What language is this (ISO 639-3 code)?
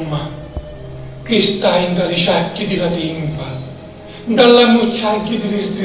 scn